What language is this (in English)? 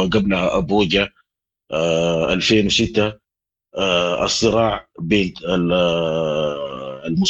Sudanese Arabic